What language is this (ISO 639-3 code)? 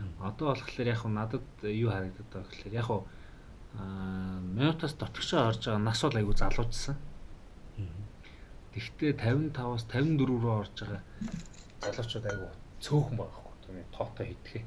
mon